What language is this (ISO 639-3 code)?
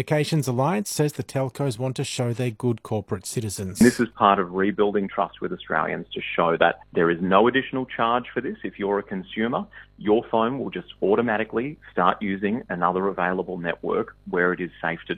eng